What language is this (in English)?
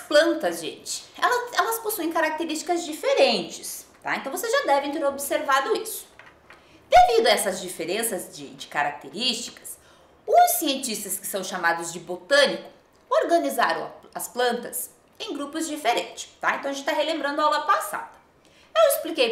Portuguese